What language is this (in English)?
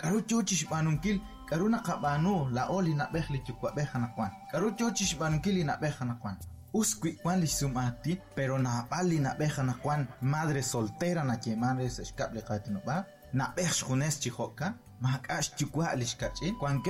Kekchí